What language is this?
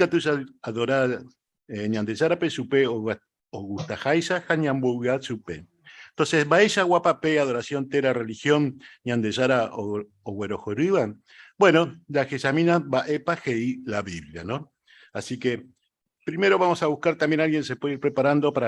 Guarani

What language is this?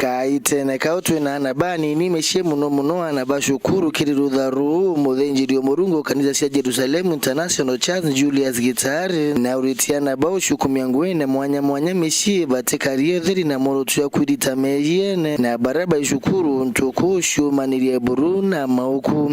Meru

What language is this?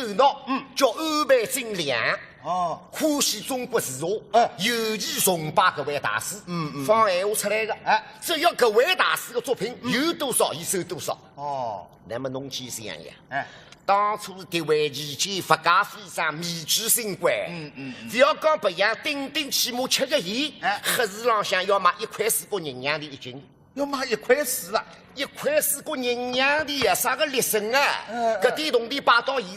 Wu Chinese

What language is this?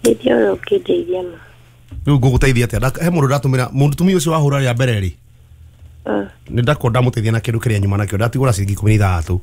Kikuyu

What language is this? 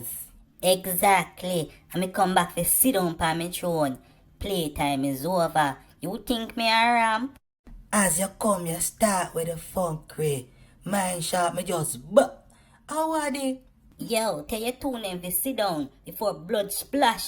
Jamaican Creole English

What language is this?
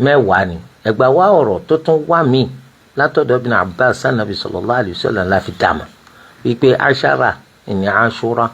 Yoruba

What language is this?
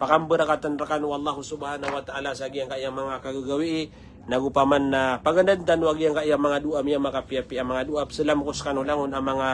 Maranao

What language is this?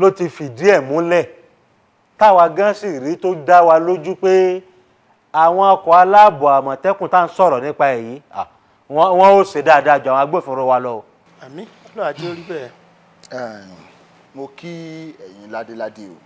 Yoruba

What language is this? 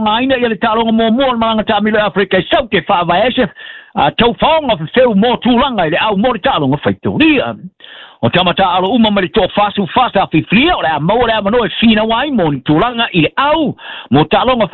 Samoan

